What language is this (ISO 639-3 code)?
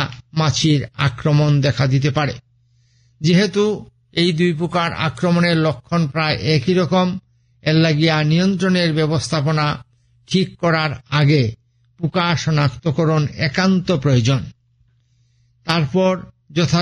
ben